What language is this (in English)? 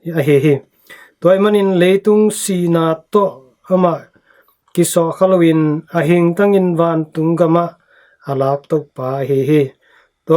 Tedim Chin